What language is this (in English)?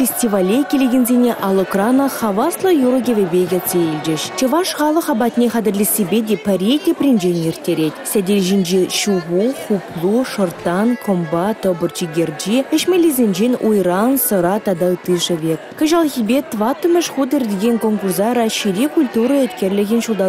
Chuvash